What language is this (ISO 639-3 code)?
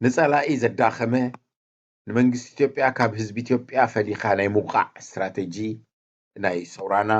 tir